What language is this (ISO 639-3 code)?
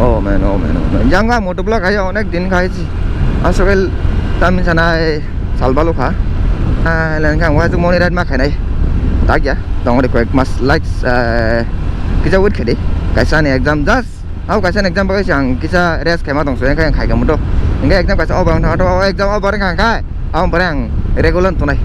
trp